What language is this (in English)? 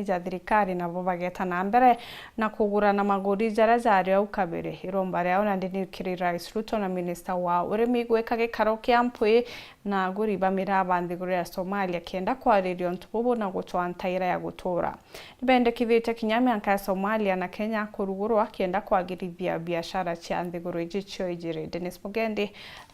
Meru